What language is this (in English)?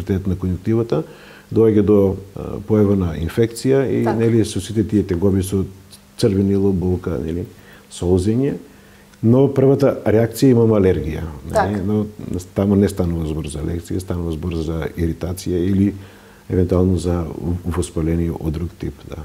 Macedonian